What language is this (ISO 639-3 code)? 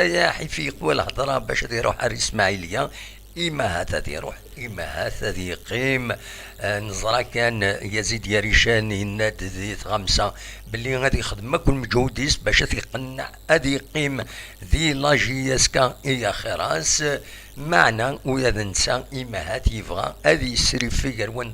kab